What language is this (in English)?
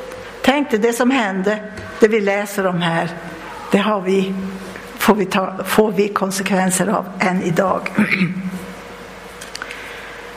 Swedish